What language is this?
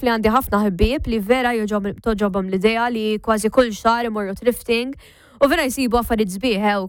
Maltese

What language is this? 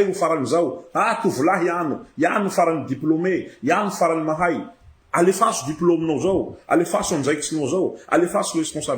Malagasy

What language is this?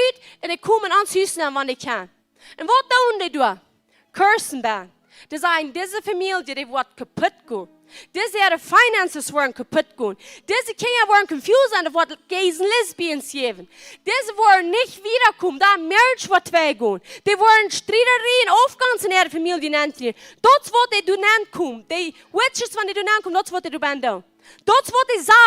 Plautdietsch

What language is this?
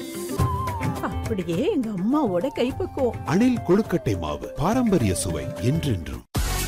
Tamil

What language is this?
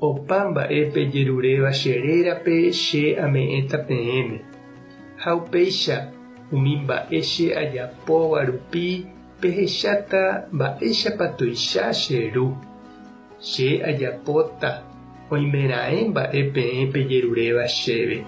Guarani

